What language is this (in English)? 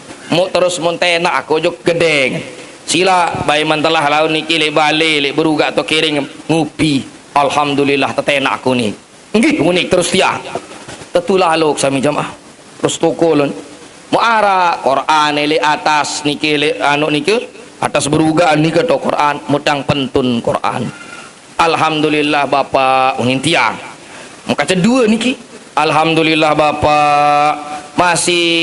Sasak